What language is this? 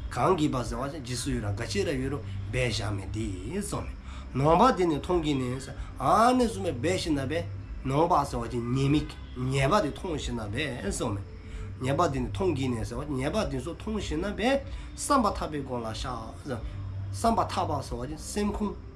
Dzongkha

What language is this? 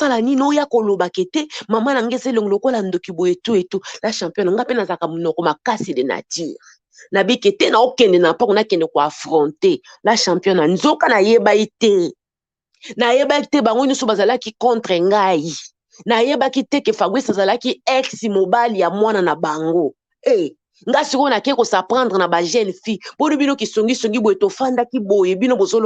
Lingala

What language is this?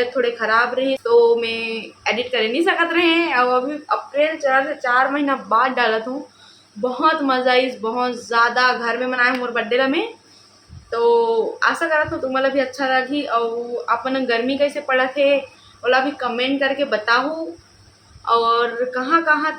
Chhattisgarhi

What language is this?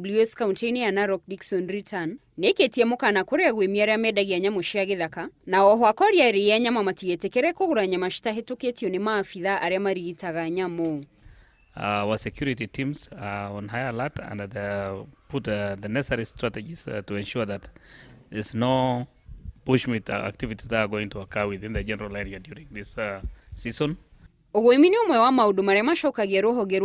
Kikuyu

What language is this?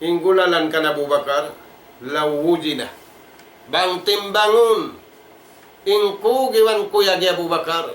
Tausug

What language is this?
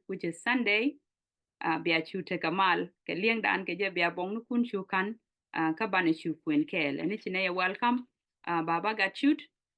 Nuer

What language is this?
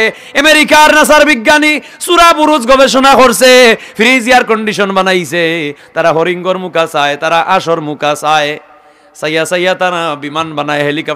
Sylheti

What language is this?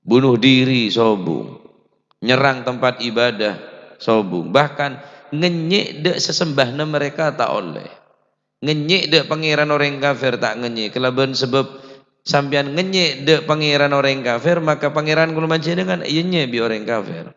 Madurese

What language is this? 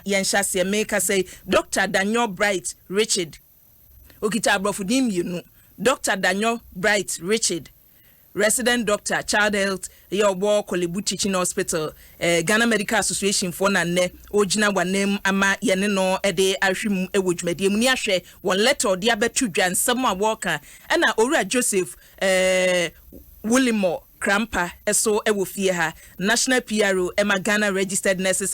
Akan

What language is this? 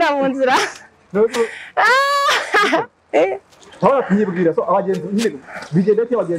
Kinyarwanda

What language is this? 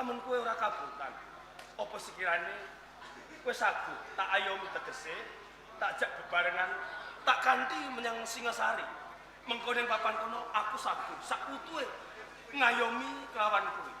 Javanese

